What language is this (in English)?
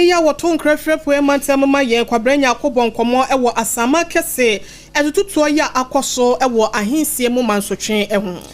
Akan